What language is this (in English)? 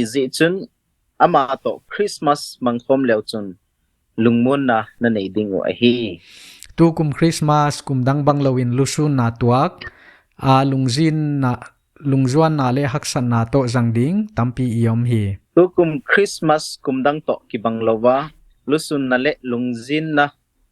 Paite Chin